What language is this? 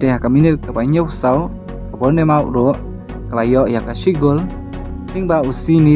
Khasi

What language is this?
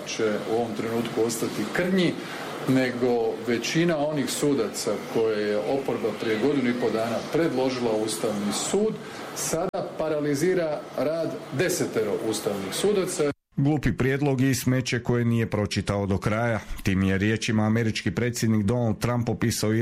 Croatian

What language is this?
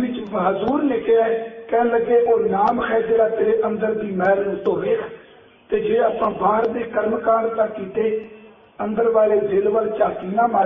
Punjabi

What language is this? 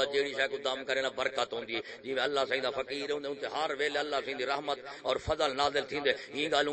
Saraiki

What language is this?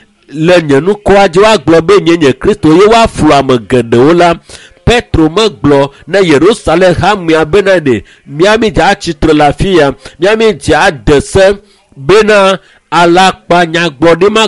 Ewe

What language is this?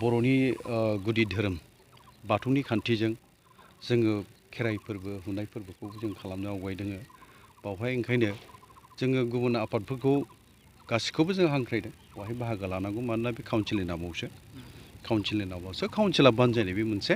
Bodo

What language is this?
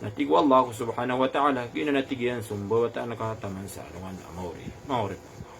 Maranao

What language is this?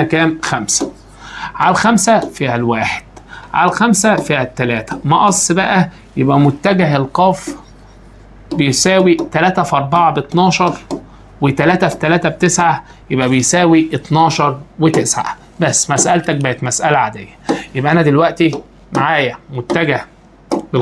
Egyptian Arabic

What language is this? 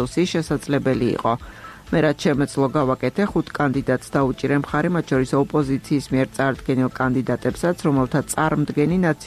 Georgian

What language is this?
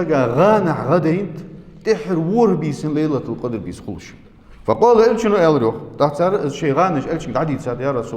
Ingush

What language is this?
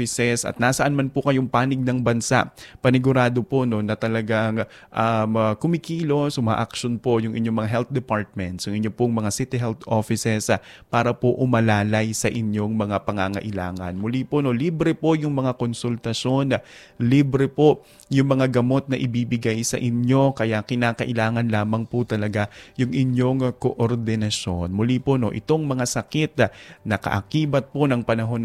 Filipino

